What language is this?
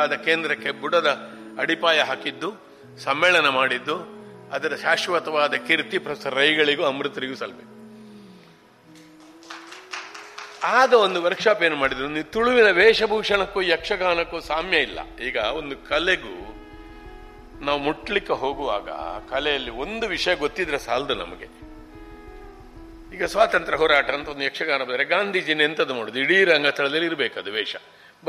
Kannada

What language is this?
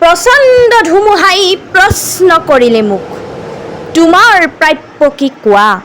Assamese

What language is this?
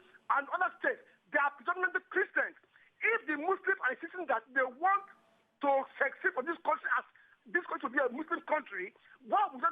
Nigerian Pidgin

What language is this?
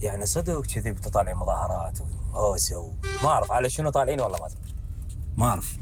Mesopotamian Arabic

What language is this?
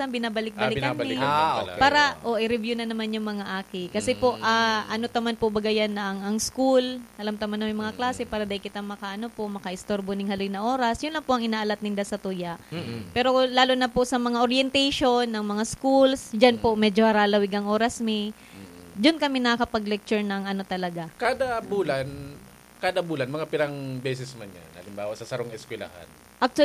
Bikol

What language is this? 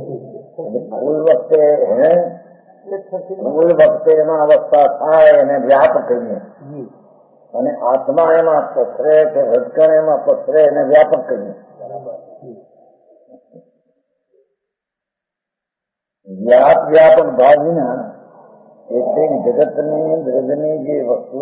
Gujarati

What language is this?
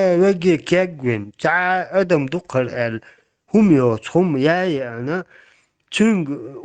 Chechen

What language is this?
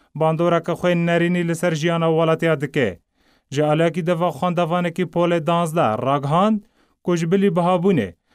Kurdish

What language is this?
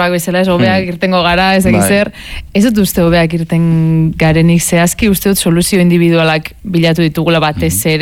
Basque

